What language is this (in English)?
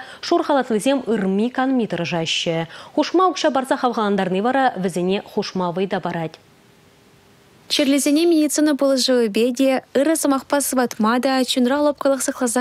Chuvash